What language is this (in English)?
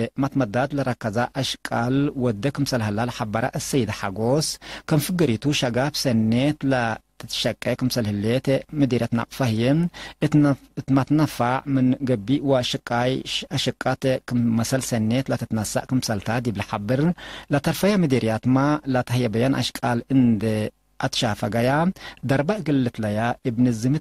Tigre